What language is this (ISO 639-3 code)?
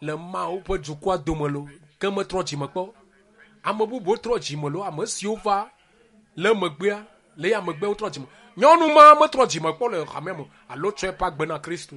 ewe